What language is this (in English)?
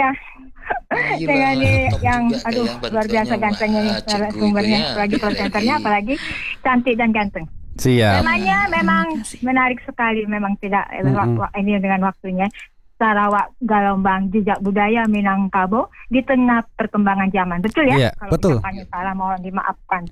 Indonesian